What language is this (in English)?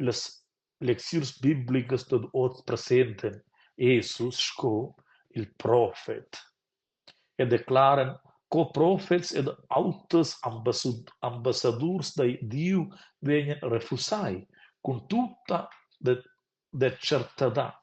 Romansh